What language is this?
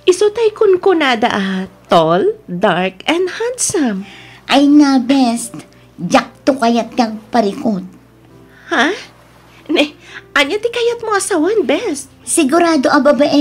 Iloko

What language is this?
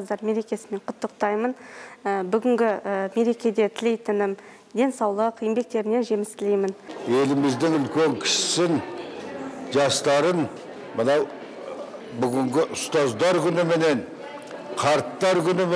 Kazakh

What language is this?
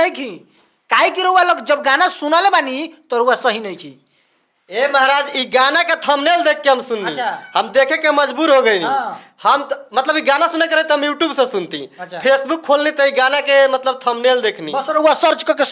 Bhojpuri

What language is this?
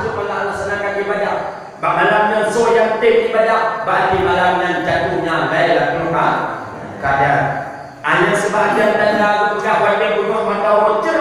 Achinese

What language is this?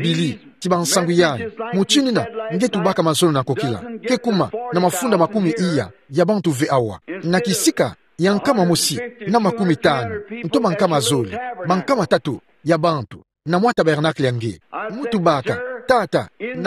Kituba (Democratic Republic of Congo)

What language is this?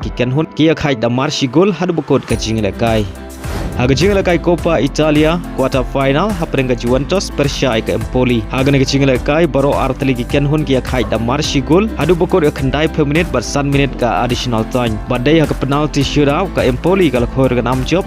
Khasi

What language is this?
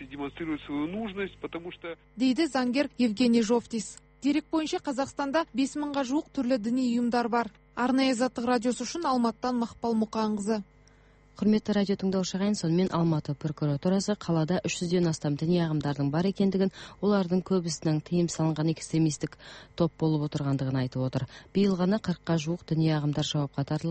Kazakh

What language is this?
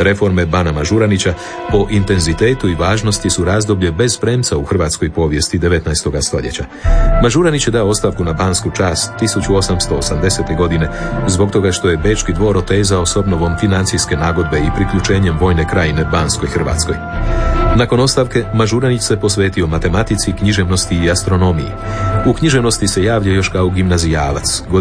Croatian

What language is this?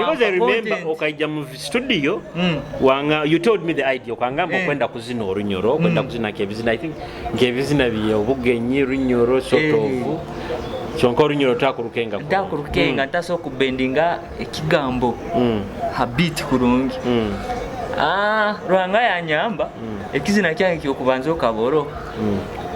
Nyoro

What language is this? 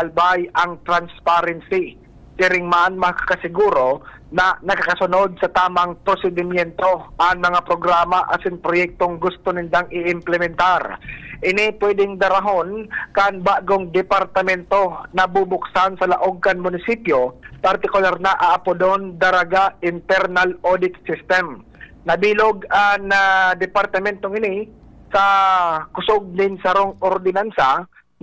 Bikol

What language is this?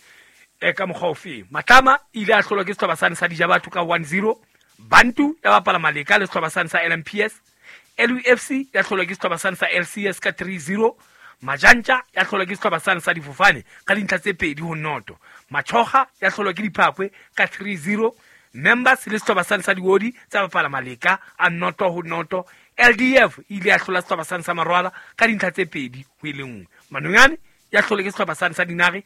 Southern Sotho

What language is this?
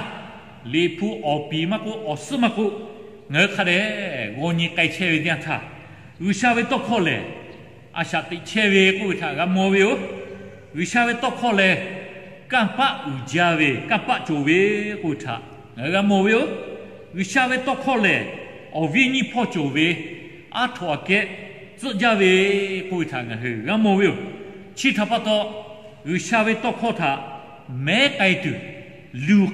Lahu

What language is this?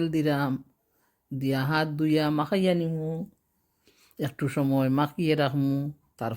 Sylheti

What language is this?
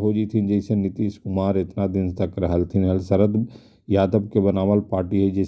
Magahi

